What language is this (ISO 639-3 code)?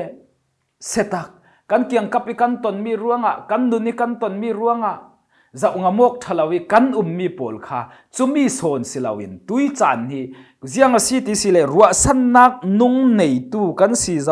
cfm